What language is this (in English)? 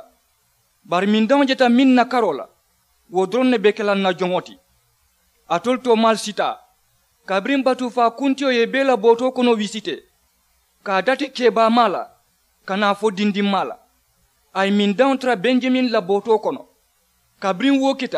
Mandingo